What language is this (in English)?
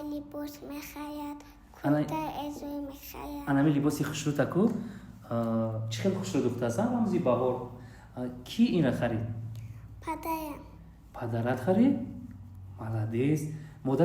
Tajik